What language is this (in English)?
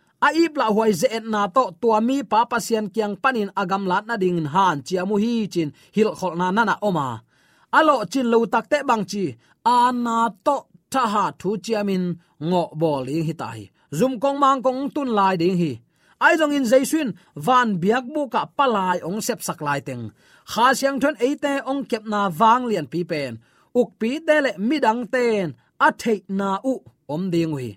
Tedim Chin